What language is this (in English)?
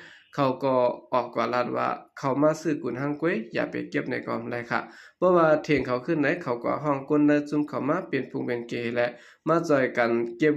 Shan